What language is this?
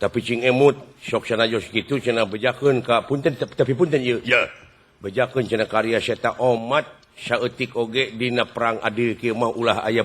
Sundanese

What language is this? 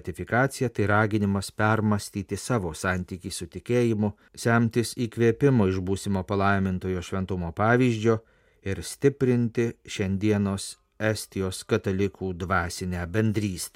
Lithuanian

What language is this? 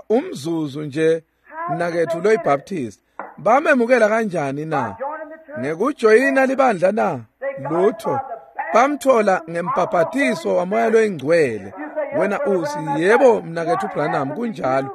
Swati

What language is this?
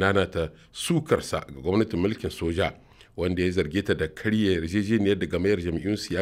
Hausa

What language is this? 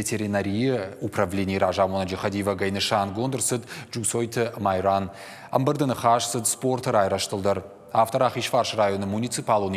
Ossetic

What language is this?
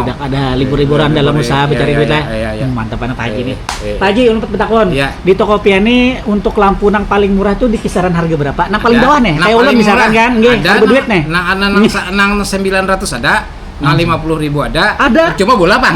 Banjar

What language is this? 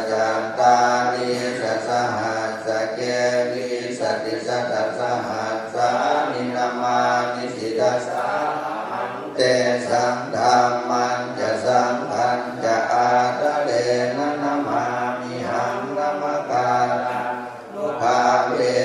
Pali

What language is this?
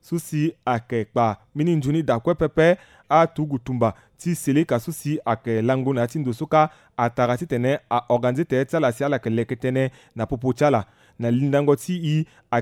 Sango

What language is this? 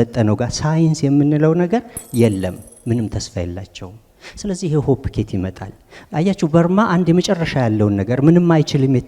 Amharic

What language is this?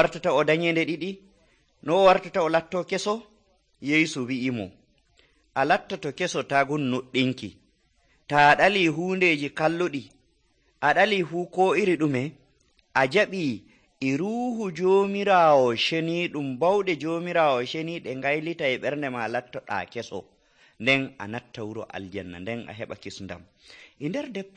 Nigerian Fulfulde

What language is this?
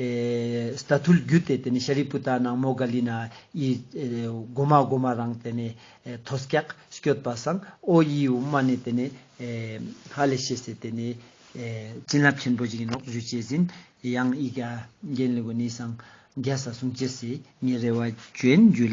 Ladakhi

